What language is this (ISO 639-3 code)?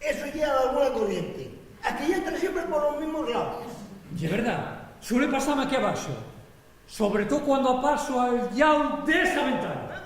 ast